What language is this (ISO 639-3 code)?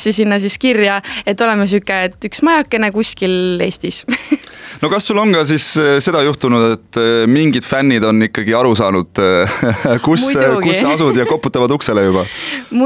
est